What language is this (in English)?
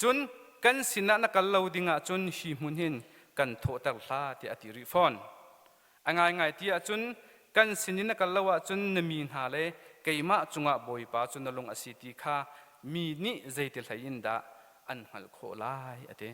Hakha Chin